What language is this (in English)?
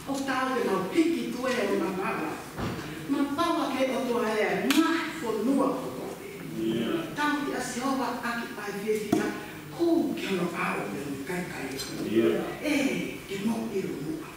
Tongan